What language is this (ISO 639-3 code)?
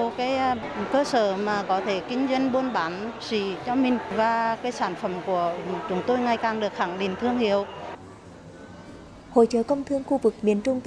vie